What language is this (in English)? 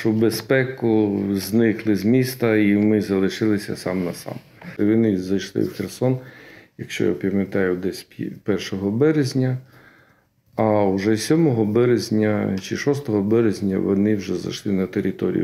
Ukrainian